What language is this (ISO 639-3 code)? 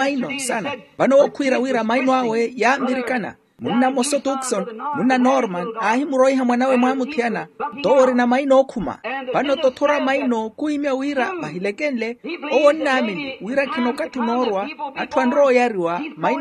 vmw